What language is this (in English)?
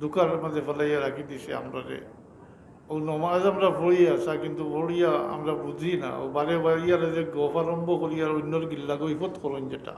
Sylheti